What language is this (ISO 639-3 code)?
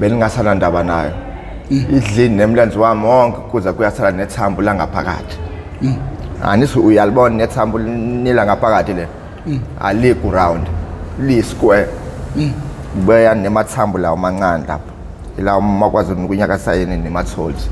zul